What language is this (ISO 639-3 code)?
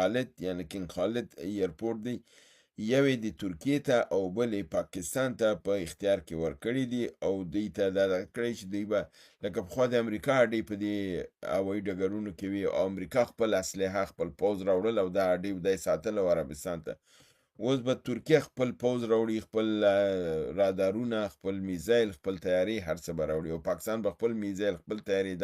pus